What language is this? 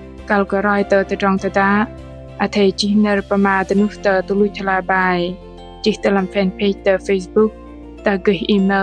Bahnar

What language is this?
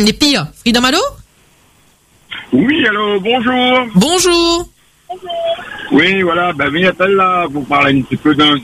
French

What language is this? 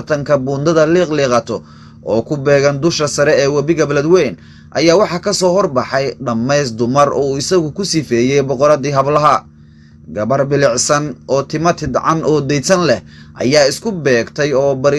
Somali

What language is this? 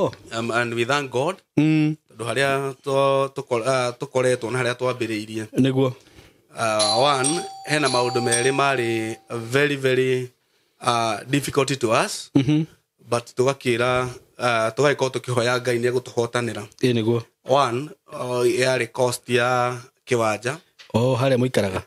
Kikuyu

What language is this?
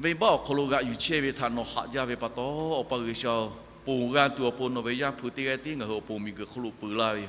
Lahu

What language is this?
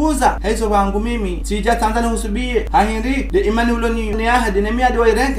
Ngazidja Comorian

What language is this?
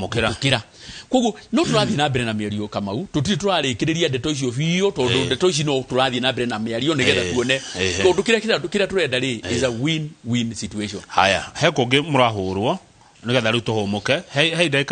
Kikuyu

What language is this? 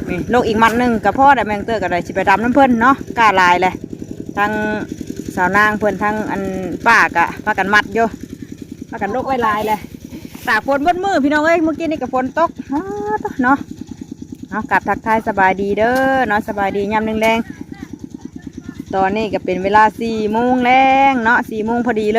Northeastern Thai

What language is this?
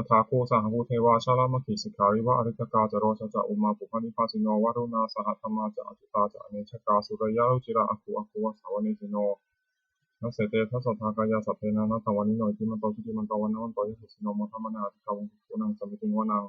Pali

